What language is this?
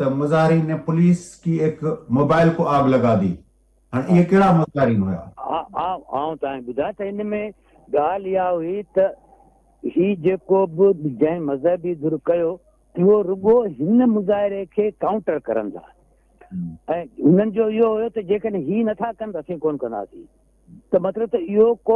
Sindhi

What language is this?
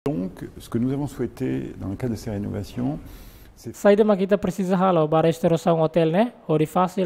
Tetum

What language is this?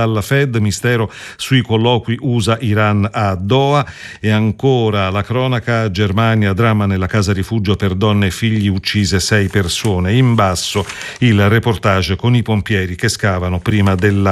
Italian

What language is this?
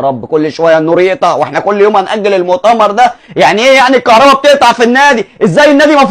Egyptian Arabic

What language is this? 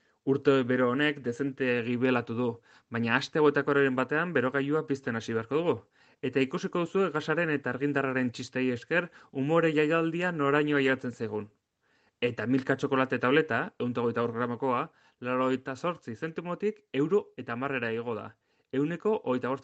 Basque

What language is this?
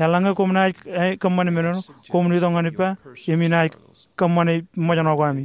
Marshallese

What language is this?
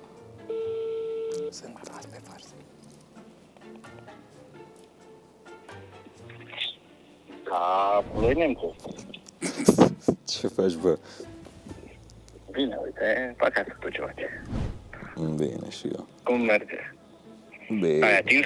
Romanian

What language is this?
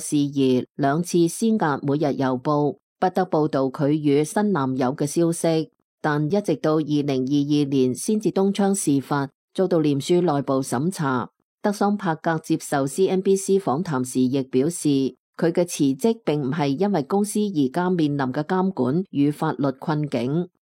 Cantonese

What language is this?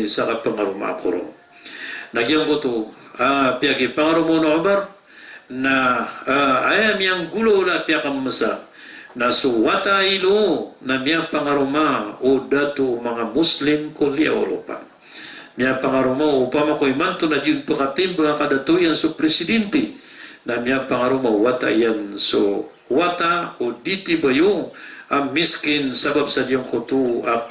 Maranao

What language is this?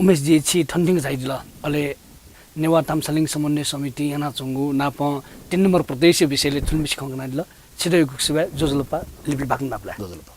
Newari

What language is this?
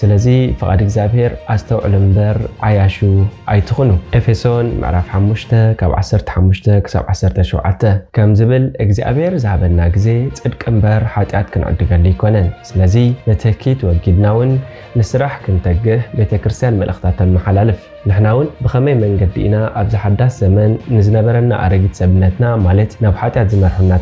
Tigrinya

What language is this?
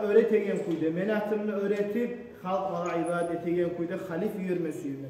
Kumyk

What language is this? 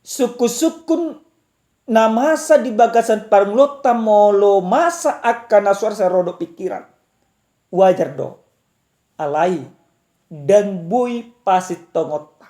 Batak Toba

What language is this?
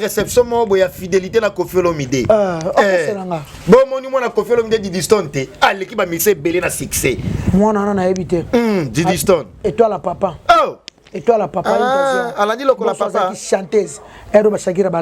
Lingala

